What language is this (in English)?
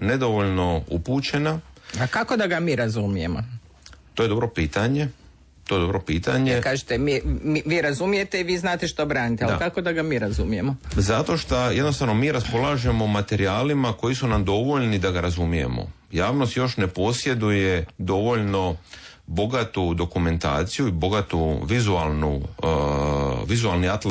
Croatian